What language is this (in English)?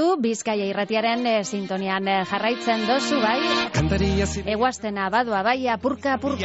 Basque